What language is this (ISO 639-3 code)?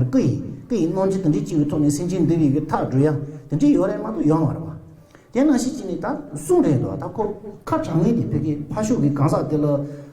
bod